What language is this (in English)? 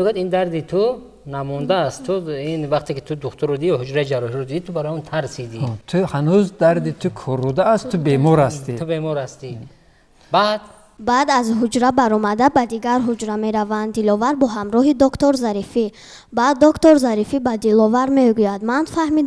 Tajik